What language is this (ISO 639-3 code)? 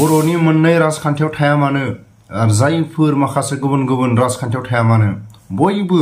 brx